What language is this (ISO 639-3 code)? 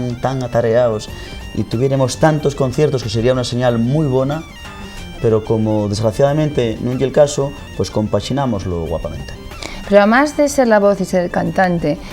ast